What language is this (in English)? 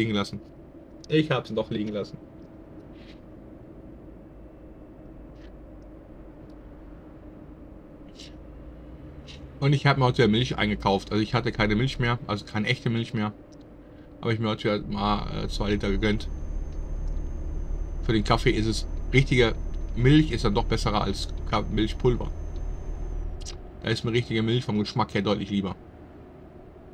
German